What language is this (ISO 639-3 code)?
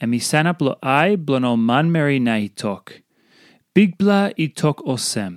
tpi